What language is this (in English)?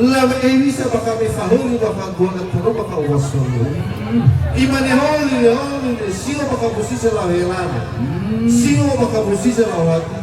Nias